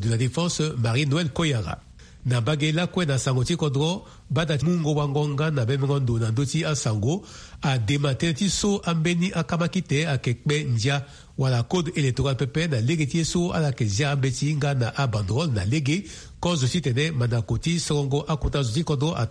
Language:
Sango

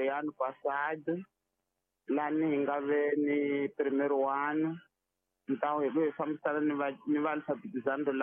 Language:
Tsonga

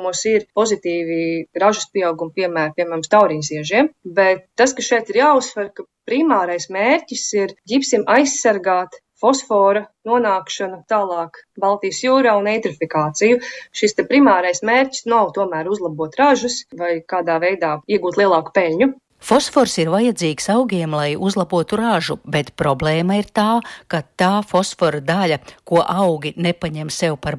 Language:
Latvian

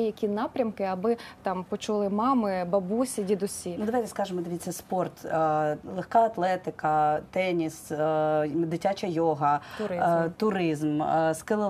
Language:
Ukrainian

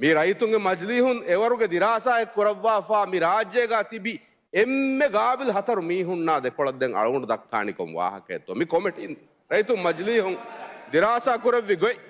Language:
Divehi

